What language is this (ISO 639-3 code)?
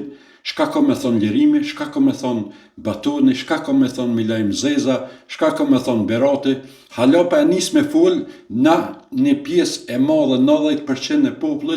sqi